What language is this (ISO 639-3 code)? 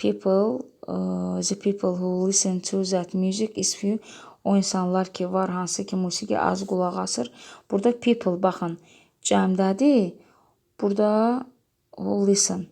aze